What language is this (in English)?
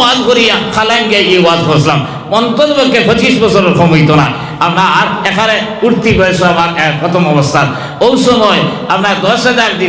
Sylheti